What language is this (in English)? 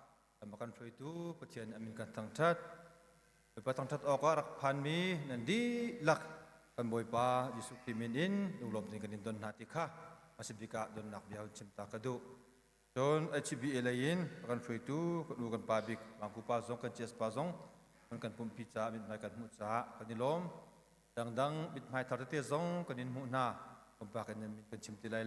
Hakha Chin